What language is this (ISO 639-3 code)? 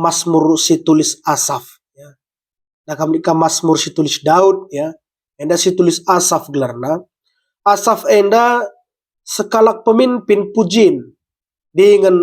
btx